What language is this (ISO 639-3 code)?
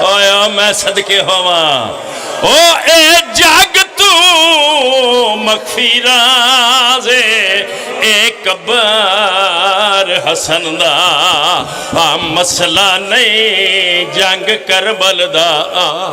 phr